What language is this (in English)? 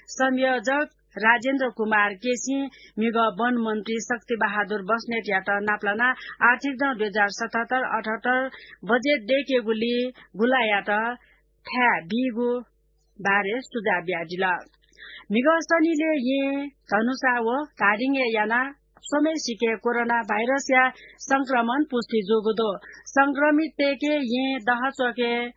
Newari